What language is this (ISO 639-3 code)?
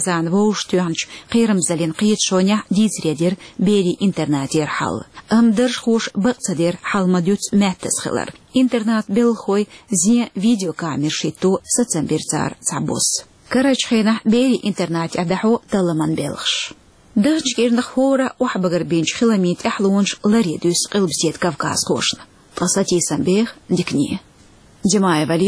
che